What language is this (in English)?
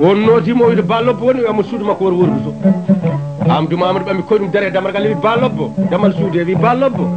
Fula